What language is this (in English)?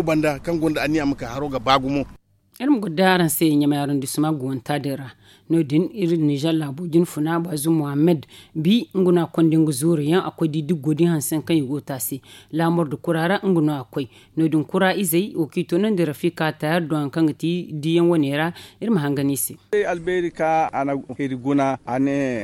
Zarma